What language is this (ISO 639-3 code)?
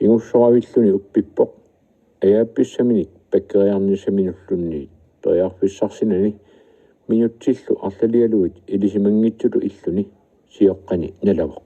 kal